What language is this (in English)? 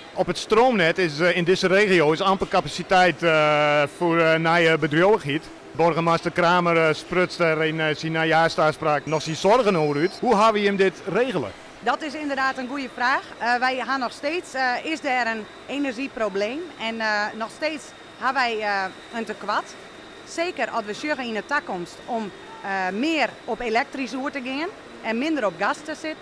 Western Frisian